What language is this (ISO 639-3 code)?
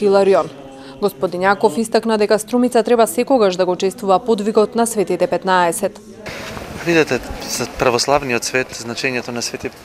mkd